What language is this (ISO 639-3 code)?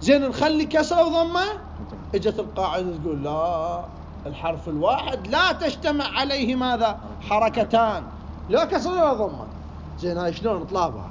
acm